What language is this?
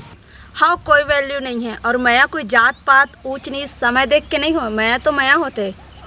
Chhattisgarhi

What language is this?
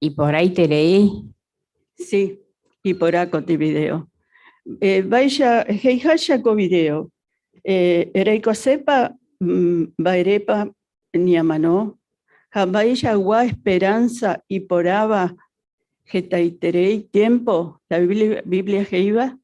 Guarani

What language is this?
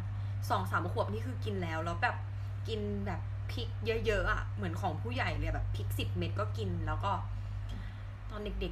Thai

